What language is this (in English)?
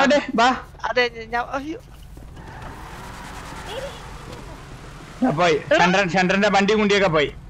Malayalam